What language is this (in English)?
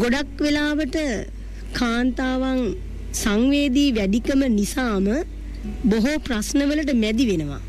Sinhala